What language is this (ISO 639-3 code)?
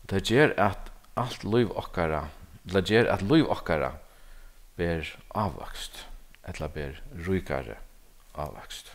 fao